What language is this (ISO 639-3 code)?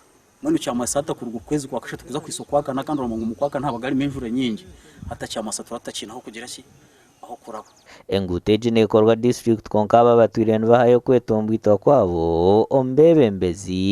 nyn